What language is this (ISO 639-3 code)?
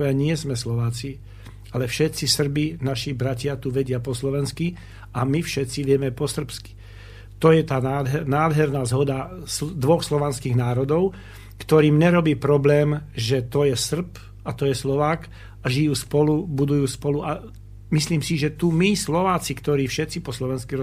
slk